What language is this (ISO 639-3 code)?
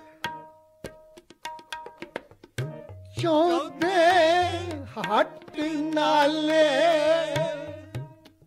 pan